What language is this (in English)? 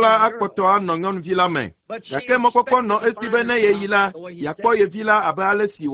Ewe